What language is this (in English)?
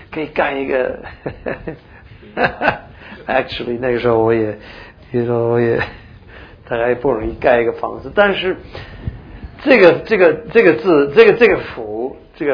Chinese